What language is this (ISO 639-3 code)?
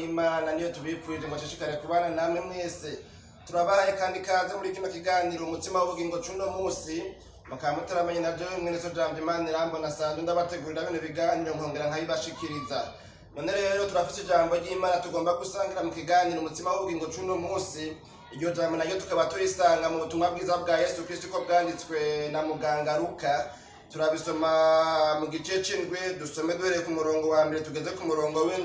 run